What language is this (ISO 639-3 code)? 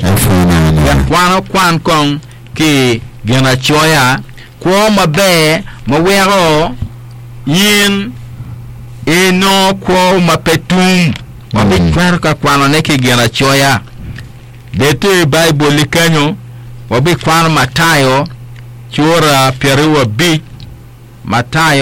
ach